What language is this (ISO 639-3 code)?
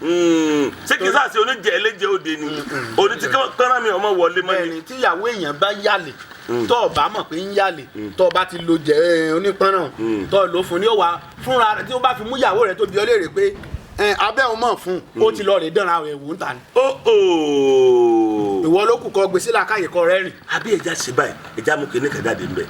yor